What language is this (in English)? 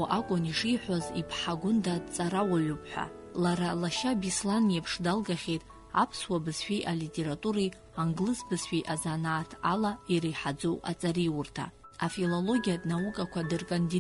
Abkhazian